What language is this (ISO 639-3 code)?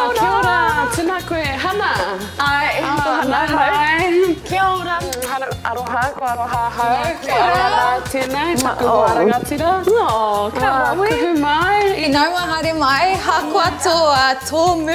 mri